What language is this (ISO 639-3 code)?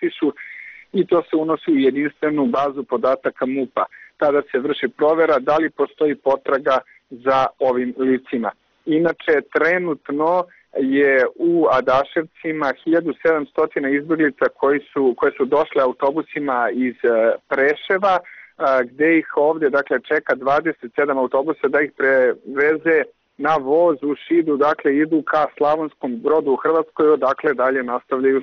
srp